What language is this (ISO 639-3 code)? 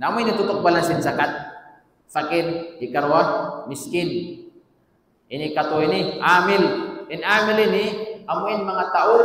tsg